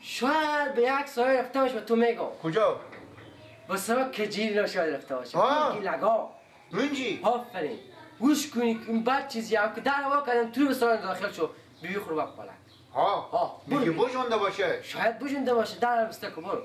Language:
Persian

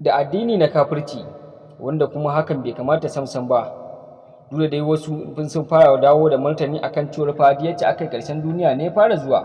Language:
Hausa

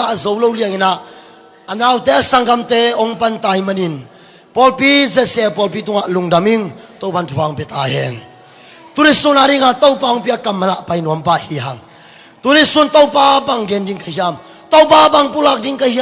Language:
Tedim Chin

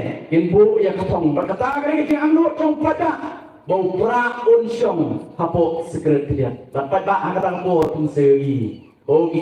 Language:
Khasi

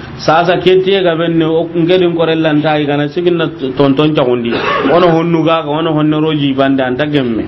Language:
Soninke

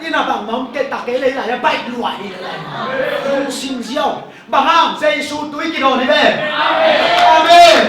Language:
Tedim Chin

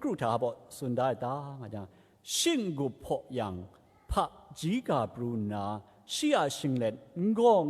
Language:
Kachin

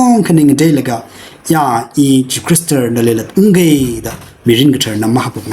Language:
Tangkhul Naga (India)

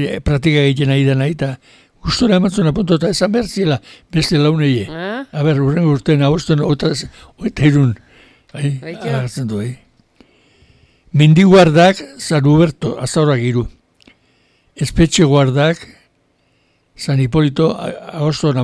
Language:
Basque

